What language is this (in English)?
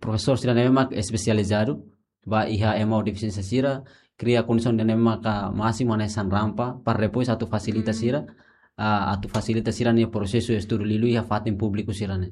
Tetum